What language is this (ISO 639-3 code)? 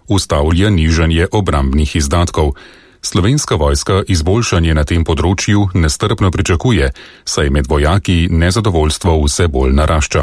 slv